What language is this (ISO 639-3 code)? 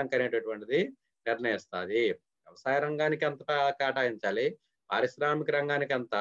tel